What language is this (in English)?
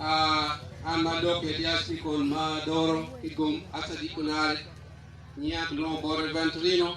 Acoli